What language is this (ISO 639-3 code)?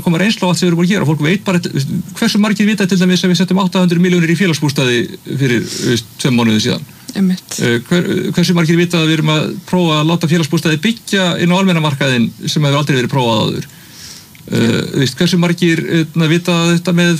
isl